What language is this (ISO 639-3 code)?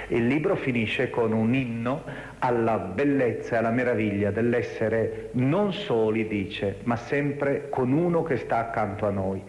ita